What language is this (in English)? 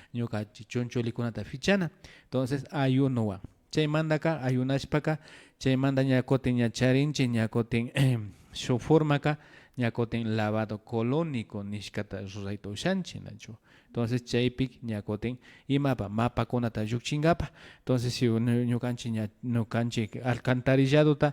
Imbabura Highland Quichua